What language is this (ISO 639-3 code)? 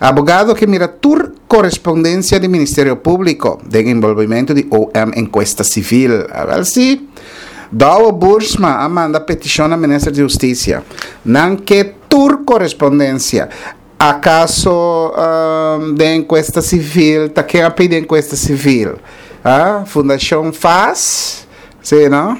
pap